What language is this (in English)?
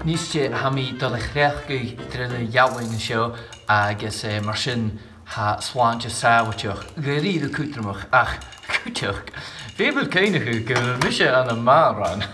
Scottish Gaelic